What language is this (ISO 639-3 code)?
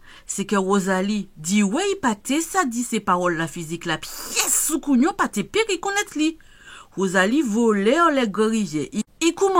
gcf